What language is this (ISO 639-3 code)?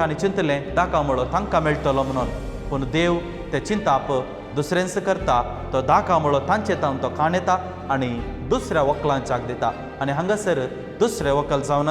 kok